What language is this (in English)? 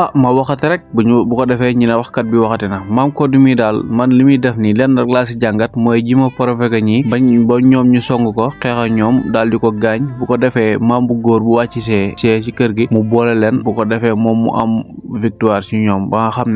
Wolof